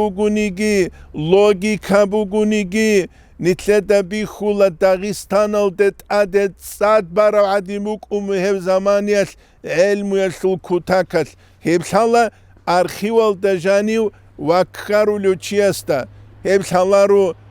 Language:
Avaric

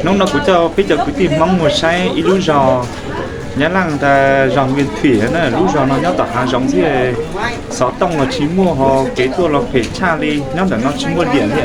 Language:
Hmong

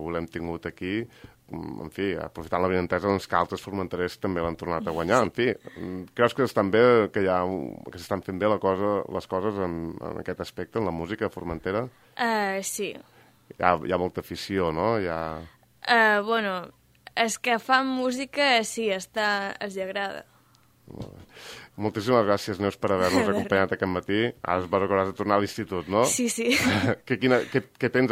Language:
Catalan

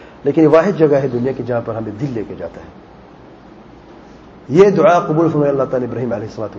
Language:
Urdu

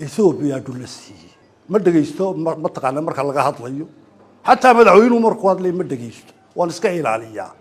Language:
Somali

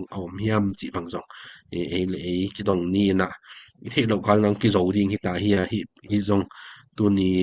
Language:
Tedim Chin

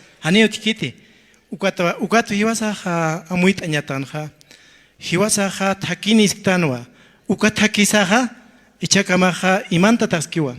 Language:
Aymara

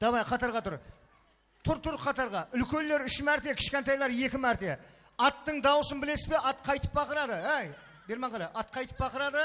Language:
Kara-Kalpak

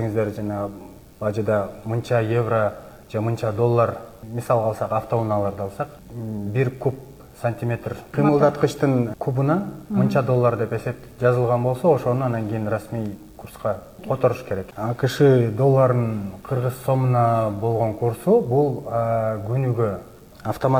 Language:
Kyrgyz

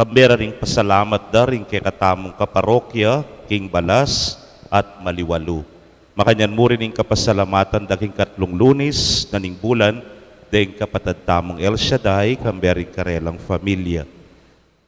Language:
Pampanga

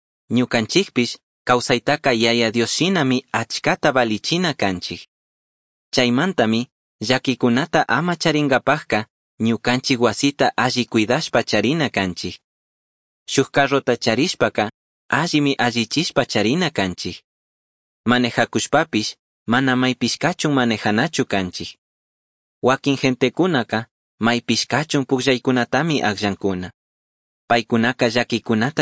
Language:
Chimborazo Highland Quichua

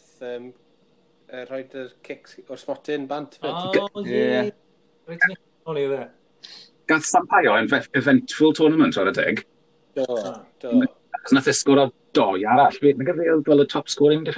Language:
Welsh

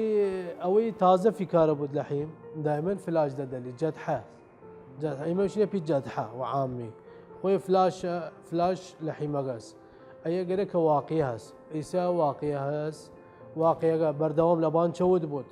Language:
Southern Kurdish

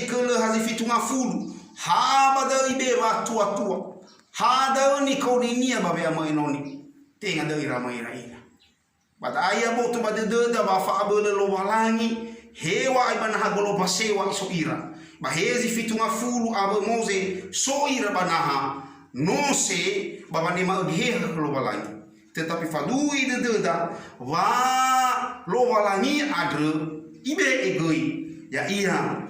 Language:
Nias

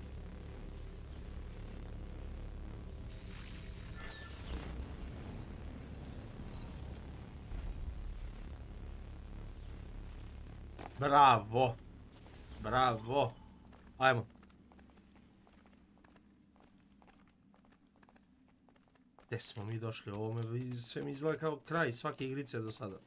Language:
Croatian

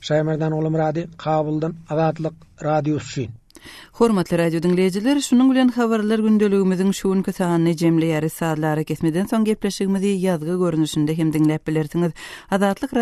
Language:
Turkmen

